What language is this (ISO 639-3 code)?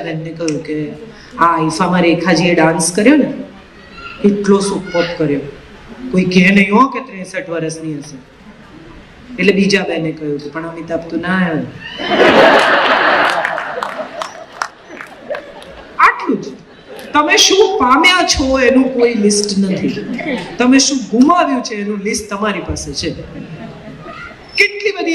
guj